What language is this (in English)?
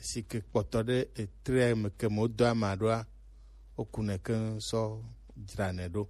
Gen